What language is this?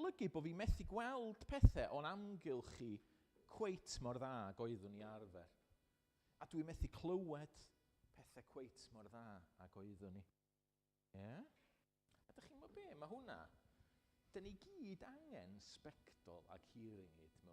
Welsh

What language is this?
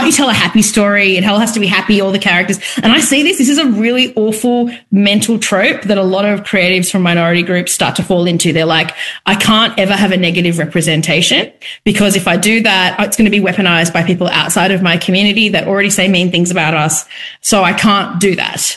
English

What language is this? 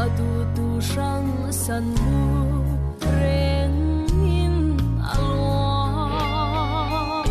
Falam Chin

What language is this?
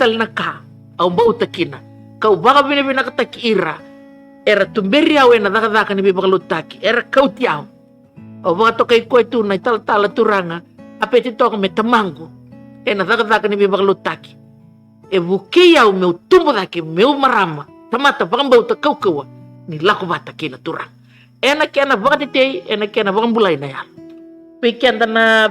Fijian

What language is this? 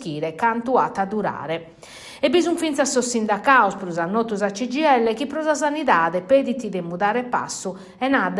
Sardinian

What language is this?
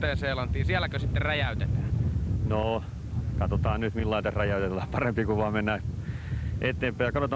Finnish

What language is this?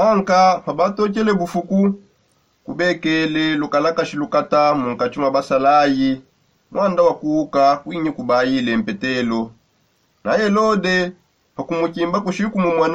Songe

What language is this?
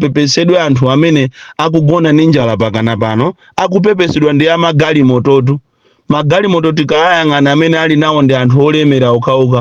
Nyanja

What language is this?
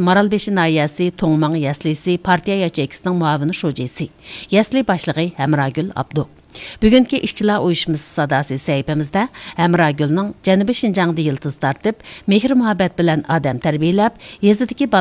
Uyghur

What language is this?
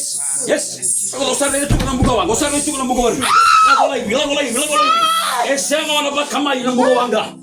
Fijian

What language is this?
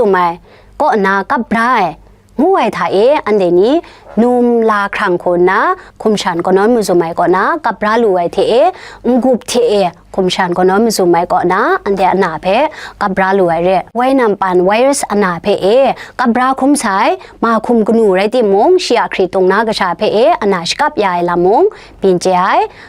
Kachin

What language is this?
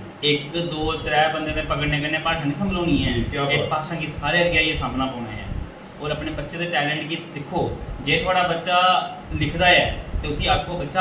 Dogri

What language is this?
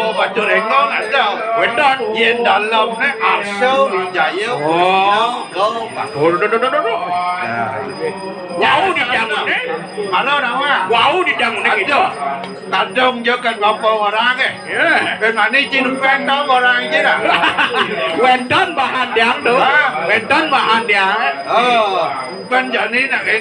Balinese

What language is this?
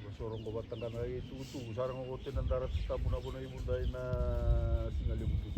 Fijian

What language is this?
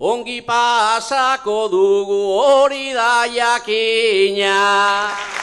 Basque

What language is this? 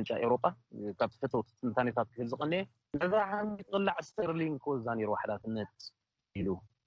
Tigrinya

